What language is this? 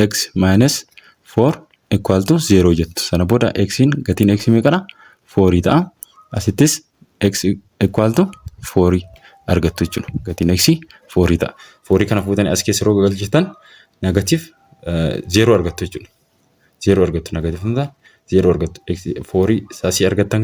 Oromo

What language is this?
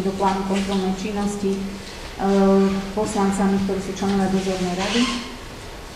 Slovak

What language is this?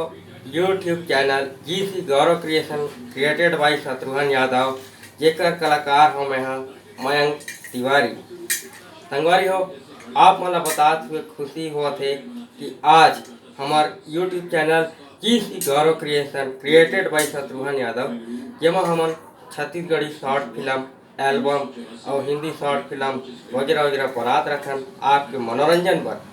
Chhattisgarhi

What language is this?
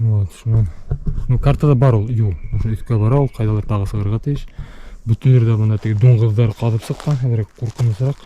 Bashkir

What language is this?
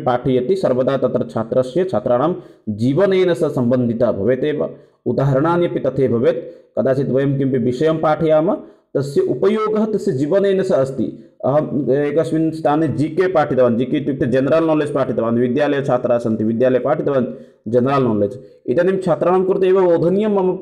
Sanskrit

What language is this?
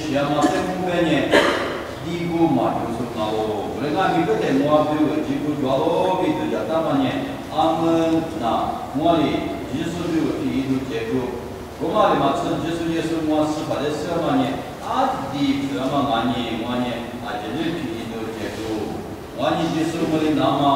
Lisu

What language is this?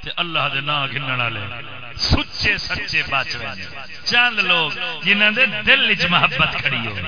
Saraiki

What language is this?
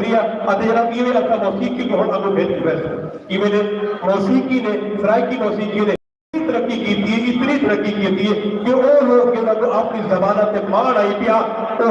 Saraiki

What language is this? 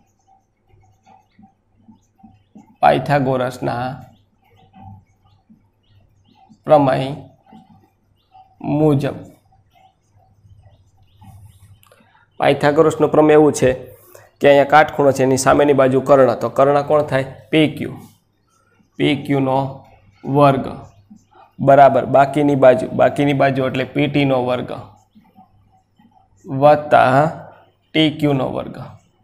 Gujarati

